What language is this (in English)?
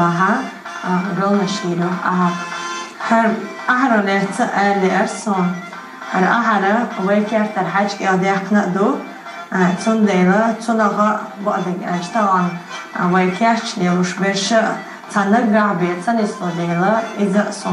Chechen